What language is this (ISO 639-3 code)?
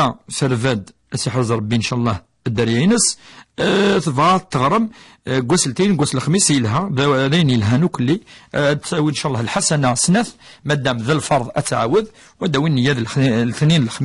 kab